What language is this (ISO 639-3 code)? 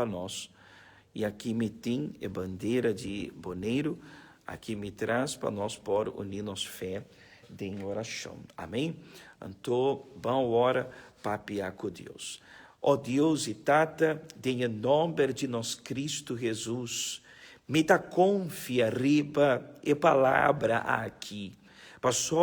pap